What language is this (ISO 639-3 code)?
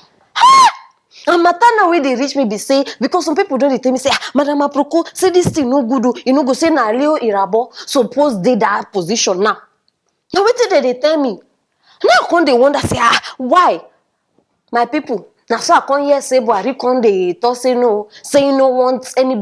pcm